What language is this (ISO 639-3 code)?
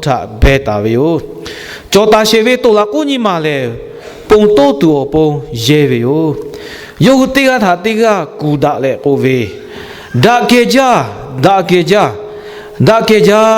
lhu